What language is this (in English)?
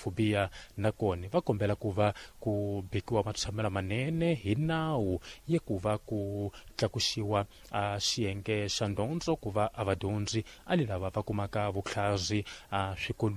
Tsonga